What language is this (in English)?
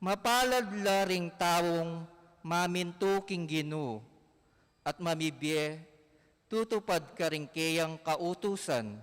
Pampanga